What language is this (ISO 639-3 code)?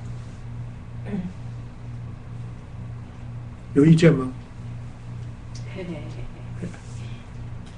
zho